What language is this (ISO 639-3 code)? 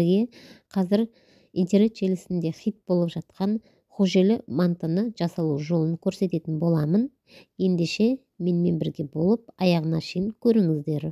kaz